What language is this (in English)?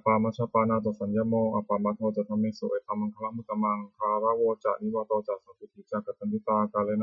Pali